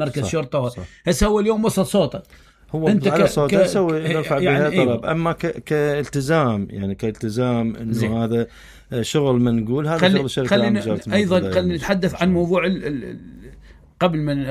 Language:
Mesopotamian Arabic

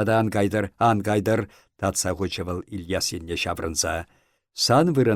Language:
Chuvash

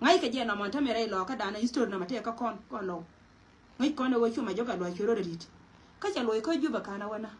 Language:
Nuer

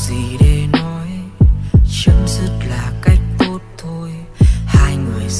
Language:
Vietnamese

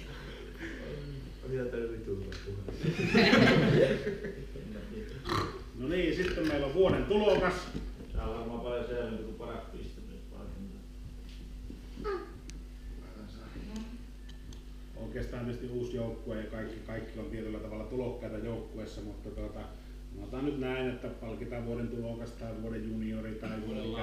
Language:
Finnish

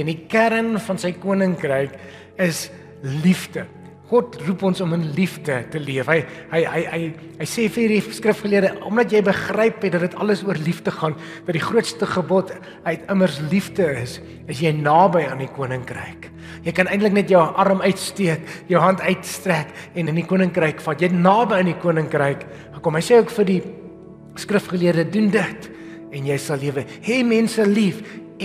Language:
Afrikaans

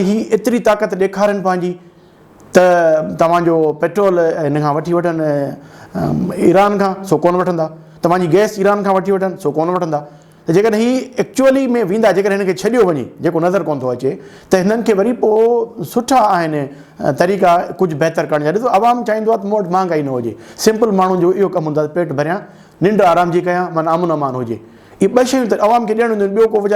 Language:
Sindhi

